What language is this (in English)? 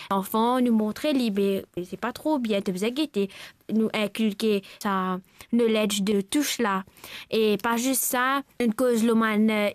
Morisyen